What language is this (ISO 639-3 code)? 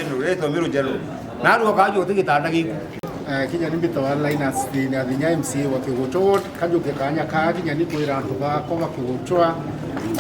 mer